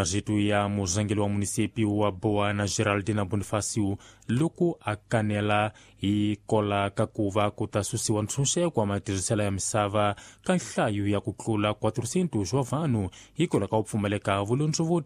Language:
Tsonga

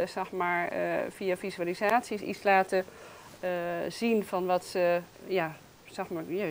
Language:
Dutch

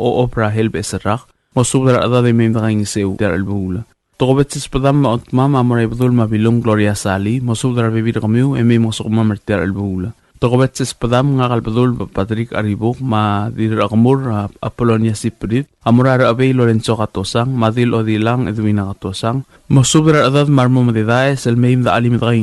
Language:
Palauan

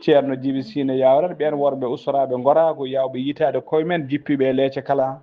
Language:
Fula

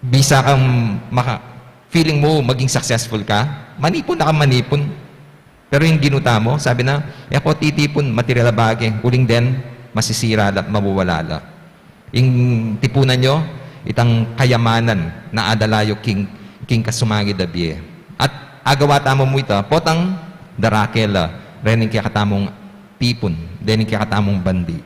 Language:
Pampanga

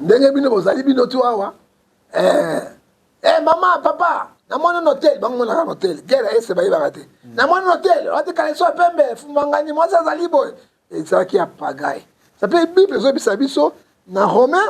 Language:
Lingala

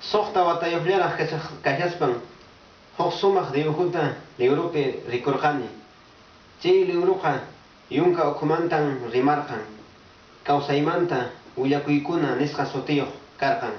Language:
Quechua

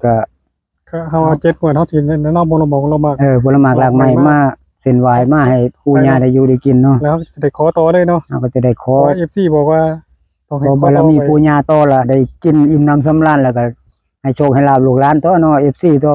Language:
Northeastern Thai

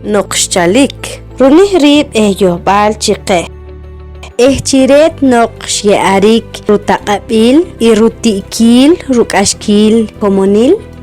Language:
Poqomchi'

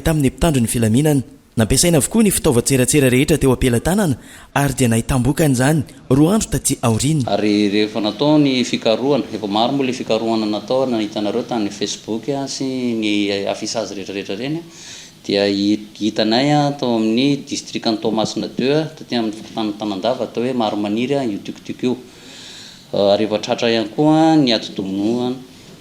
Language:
Malagasy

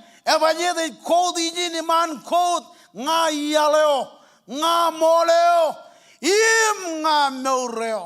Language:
Marshallese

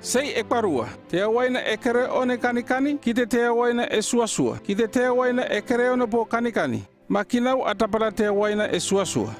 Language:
North Efate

